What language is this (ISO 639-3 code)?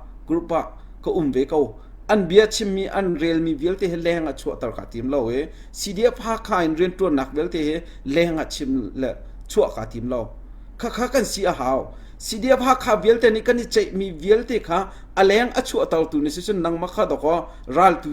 cnh